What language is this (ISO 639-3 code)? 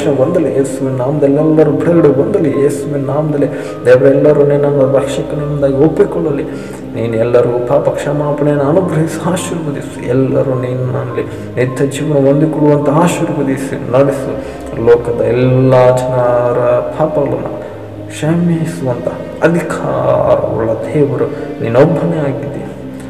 kan